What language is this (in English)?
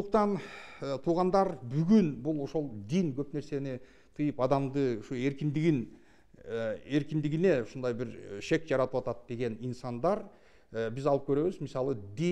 Kyrgyz